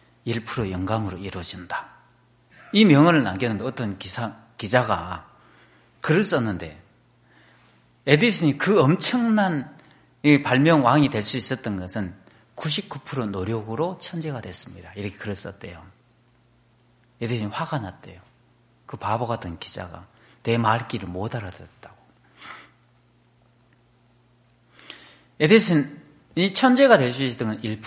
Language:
Korean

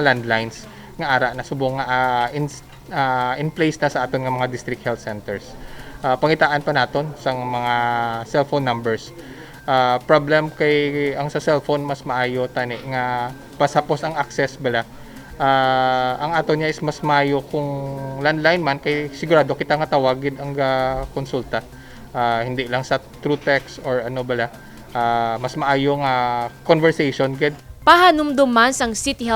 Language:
Hiligaynon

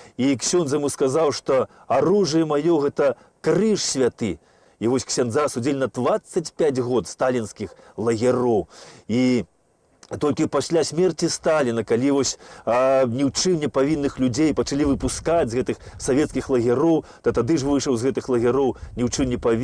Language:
Belarusian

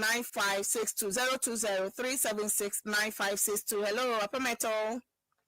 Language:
Ewe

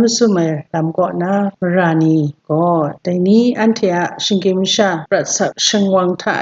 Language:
Kachin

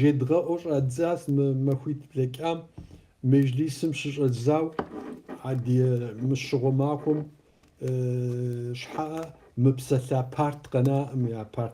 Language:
Kabardian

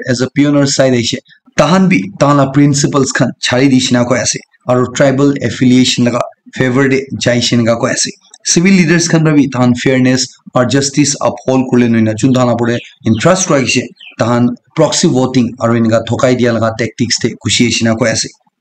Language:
Naga Pidgin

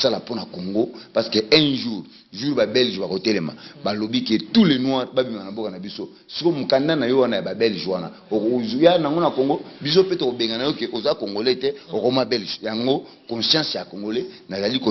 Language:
Lingala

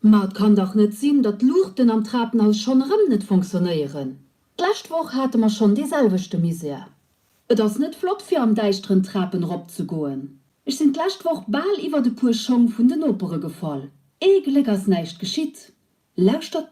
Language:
Luxembourgish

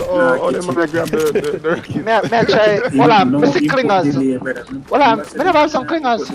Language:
Jamaican Creole English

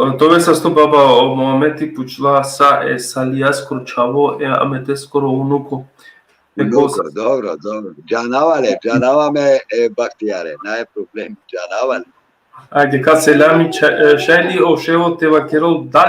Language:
Balkan Romani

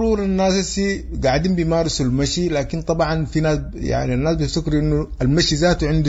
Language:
Sudanese Arabic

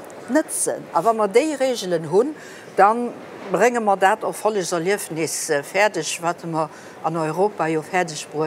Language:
Luxembourgish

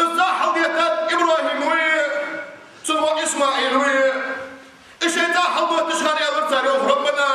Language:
Ingush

